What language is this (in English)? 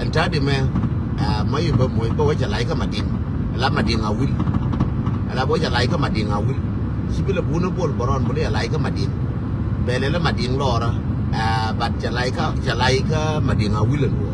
Nuer